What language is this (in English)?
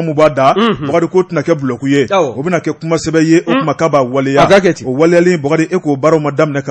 Bambara